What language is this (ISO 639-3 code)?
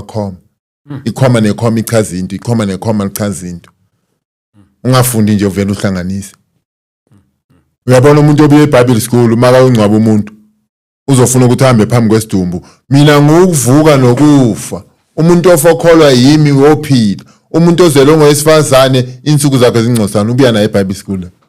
zul